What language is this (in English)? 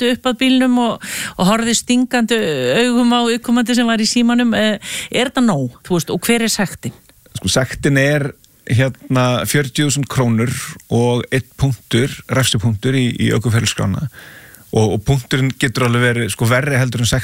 Icelandic